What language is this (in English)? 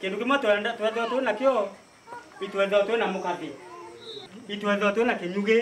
Meru